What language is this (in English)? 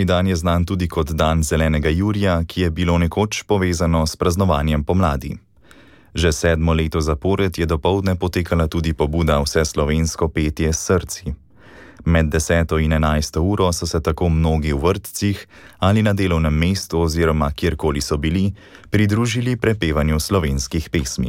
Slovenian